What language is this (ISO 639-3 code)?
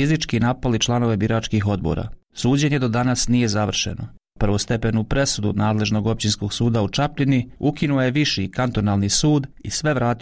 bos